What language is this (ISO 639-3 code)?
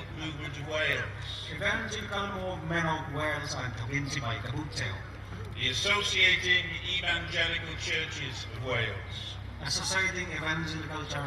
hmr